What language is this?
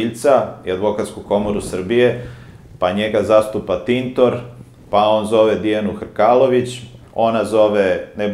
Serbian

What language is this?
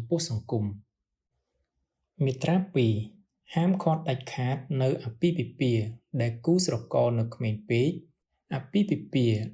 Khmer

